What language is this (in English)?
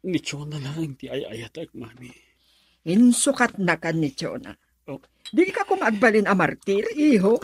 Iloko